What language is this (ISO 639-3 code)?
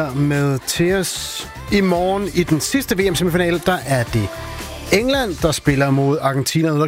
dan